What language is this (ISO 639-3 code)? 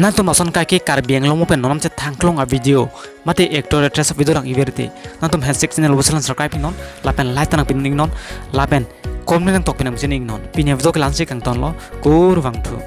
mjw